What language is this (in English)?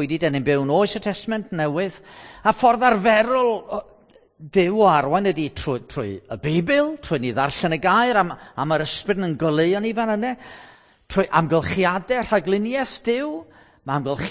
Welsh